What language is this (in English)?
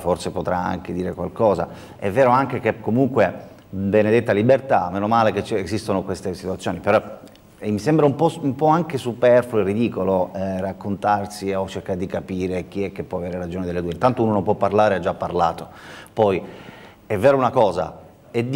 Italian